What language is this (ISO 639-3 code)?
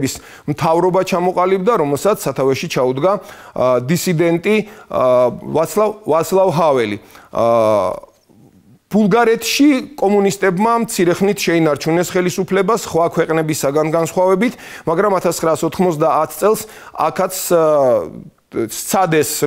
kat